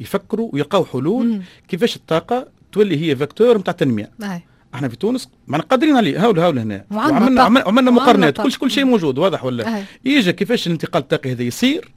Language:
Tunisian Arabic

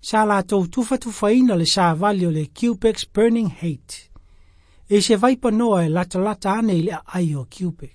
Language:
Samoan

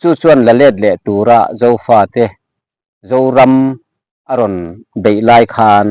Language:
Mizo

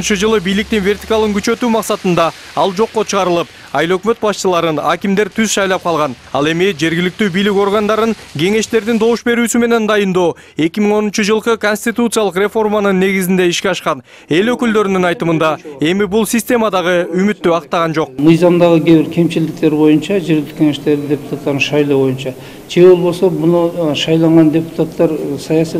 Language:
Kyrgyz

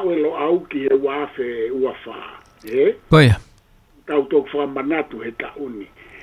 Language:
Tongan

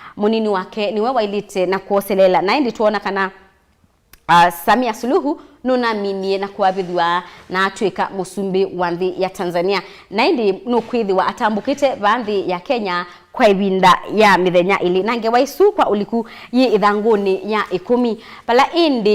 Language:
Kamba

